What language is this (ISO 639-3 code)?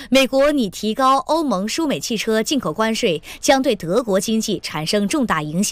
zho